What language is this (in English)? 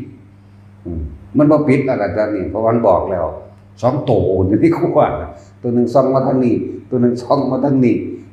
Northeastern Thai